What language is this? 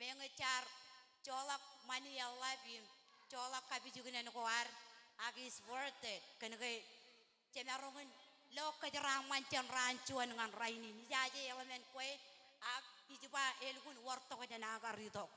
Marshallese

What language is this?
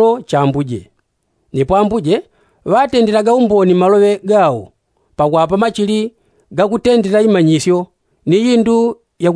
Yao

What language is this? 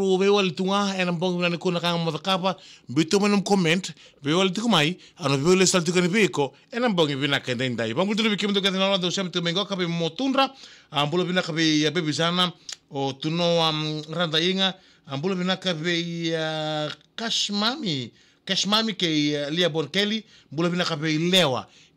Fijian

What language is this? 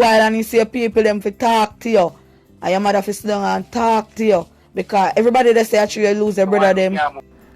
Jamaican Creole English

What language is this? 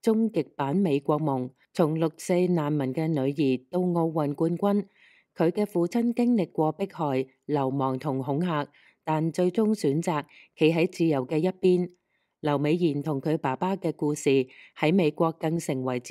Cantonese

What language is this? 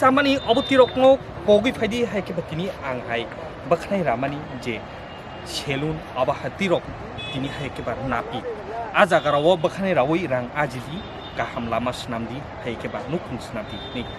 Kok Borok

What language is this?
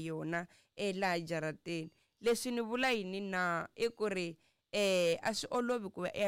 Tsonga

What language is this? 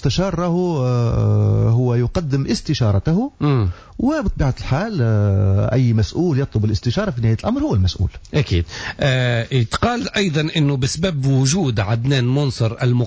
Tunisian Arabic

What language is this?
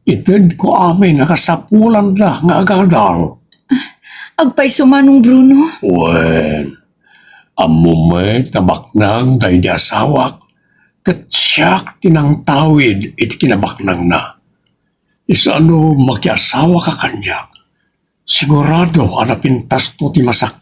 Iloko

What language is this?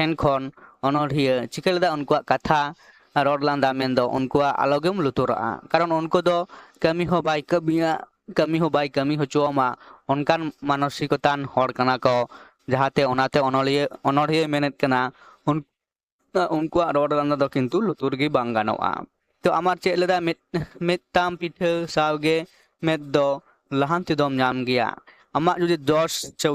Santali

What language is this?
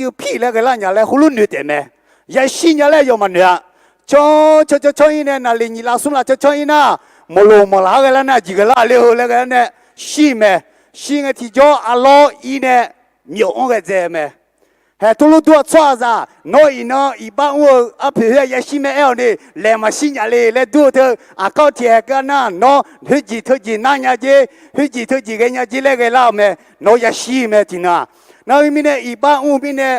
Akha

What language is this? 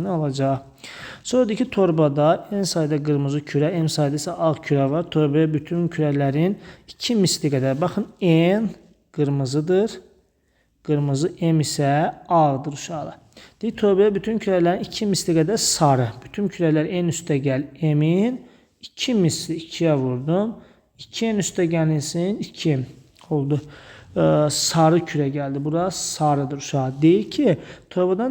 Azerbaijani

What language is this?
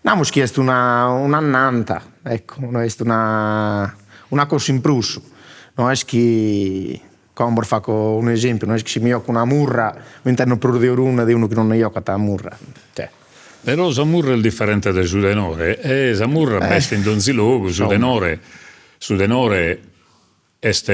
Sardinian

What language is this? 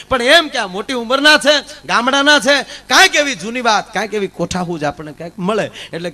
Gujarati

